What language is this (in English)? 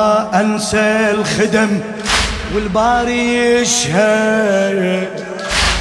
Mesopotamian Arabic